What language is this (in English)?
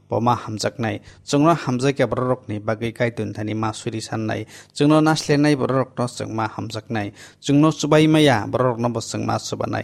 Kok Borok